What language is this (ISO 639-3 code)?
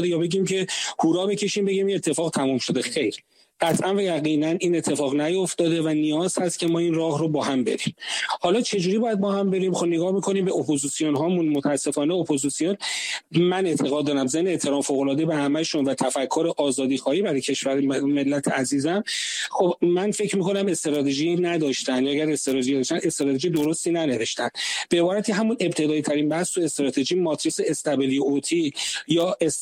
fas